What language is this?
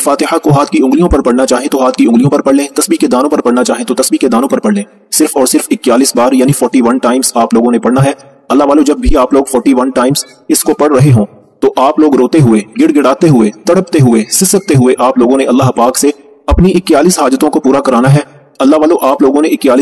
Urdu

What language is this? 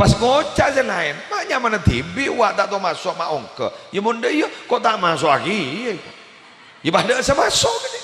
Madurese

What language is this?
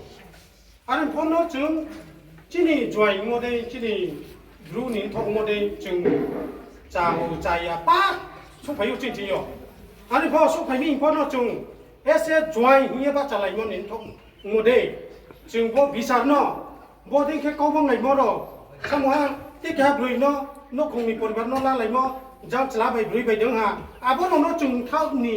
Riang (India)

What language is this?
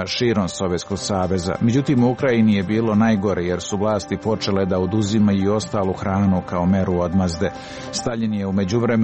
Serbian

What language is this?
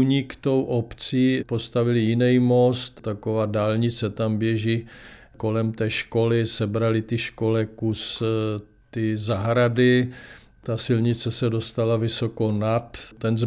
Czech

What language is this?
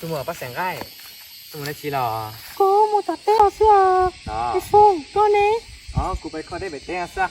Hmong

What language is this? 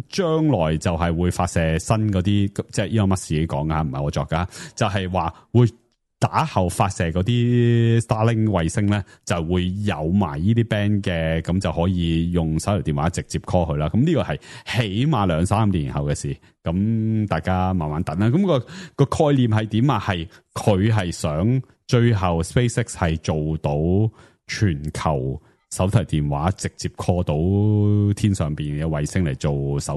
Cantonese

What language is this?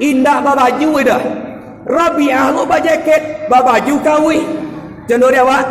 Minangkabau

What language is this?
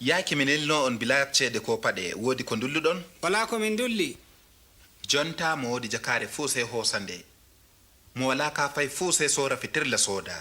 Adamawa Fulfulde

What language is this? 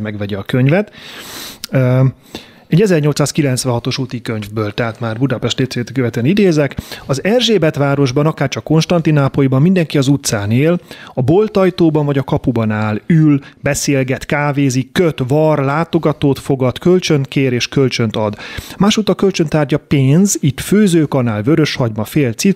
Hungarian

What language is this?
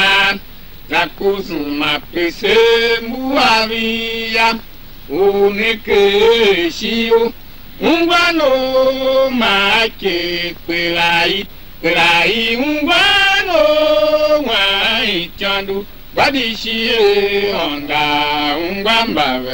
Tiv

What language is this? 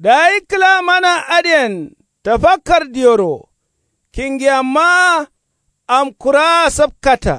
Kanuri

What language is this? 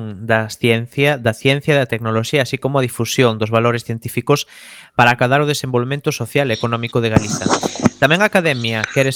Galician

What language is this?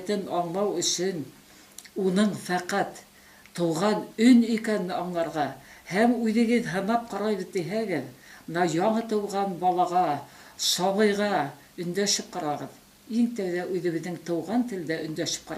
Bashkir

